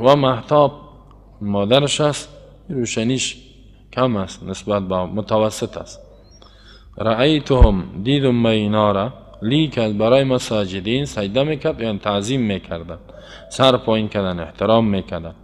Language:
Persian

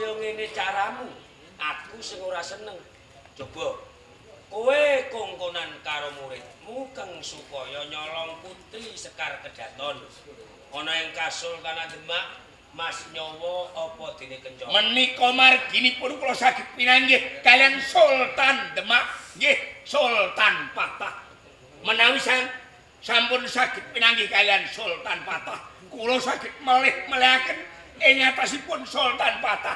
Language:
Javanese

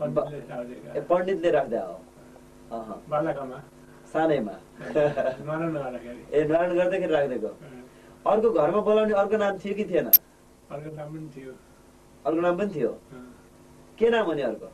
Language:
Nepali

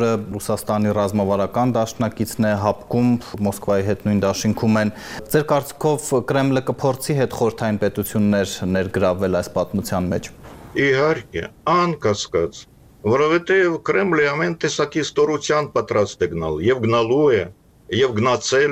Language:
Armenian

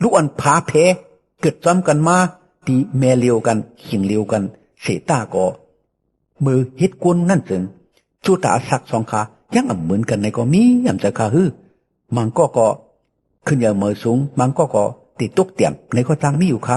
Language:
Shan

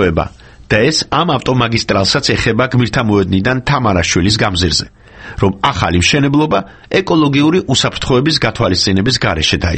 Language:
Georgian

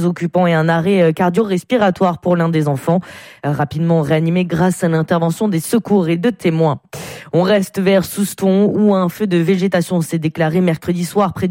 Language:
French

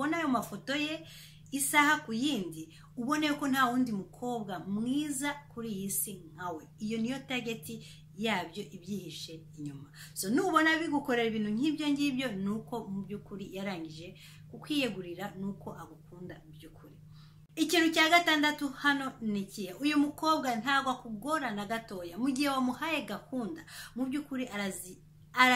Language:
Kinyarwanda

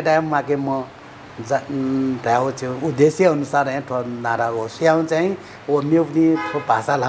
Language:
Newari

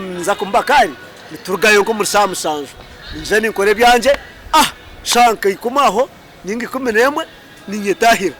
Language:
Nyankole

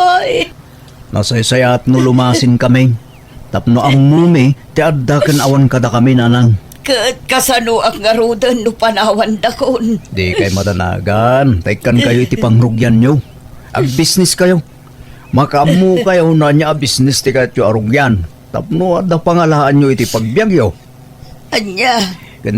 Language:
Iloko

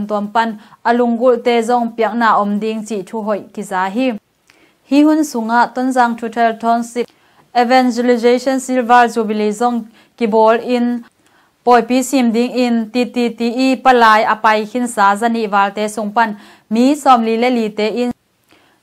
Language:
Tedim Chin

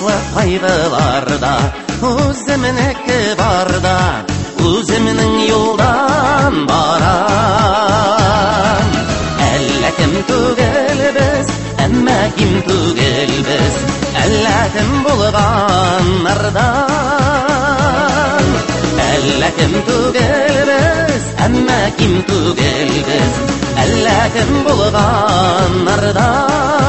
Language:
Tatar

